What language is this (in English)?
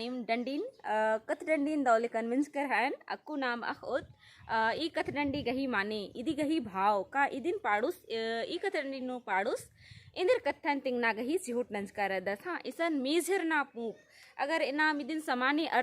Kurukh